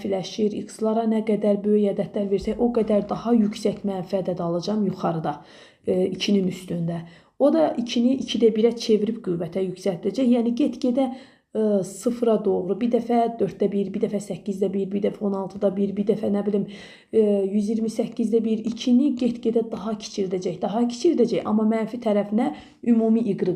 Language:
Azerbaijani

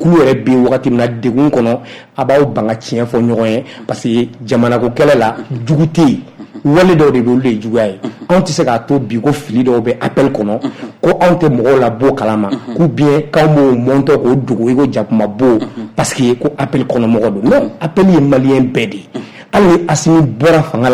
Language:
Bambara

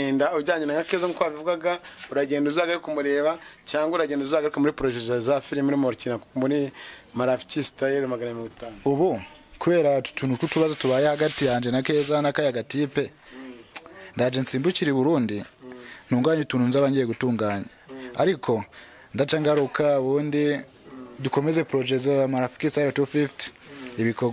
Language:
Kinyarwanda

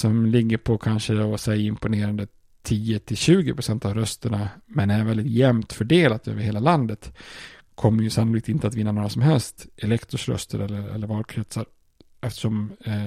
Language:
Swedish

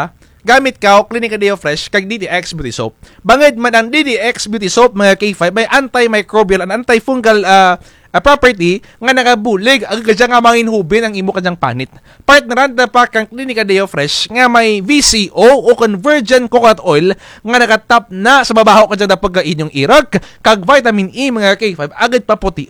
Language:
Kinaray-a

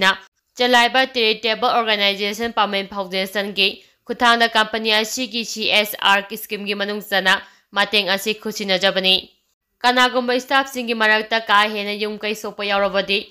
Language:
Manipuri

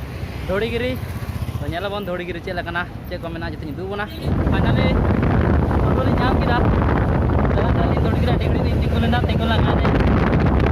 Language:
Santali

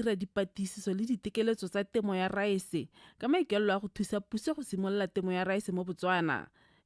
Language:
Tswana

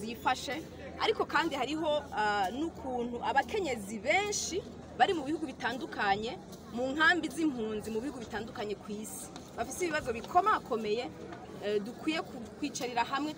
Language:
Rundi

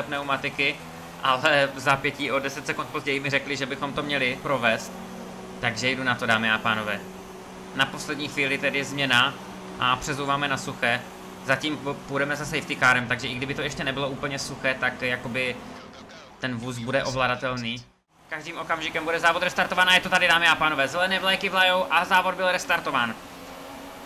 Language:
Czech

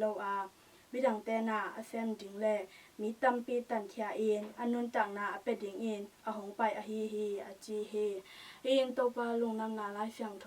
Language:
Tedim Chin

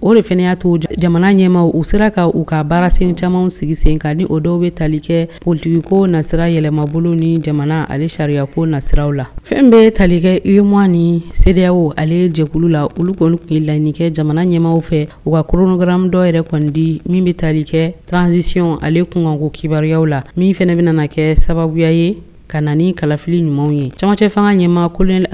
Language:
Bambara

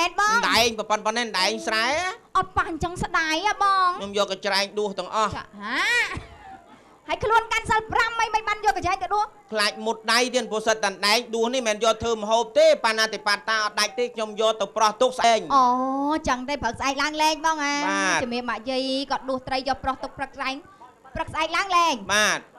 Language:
Khmer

